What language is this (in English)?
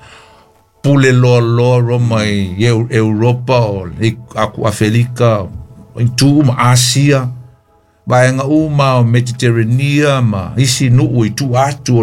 Samoan